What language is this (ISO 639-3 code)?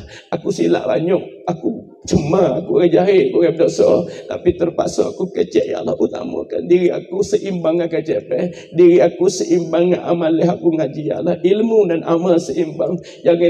msa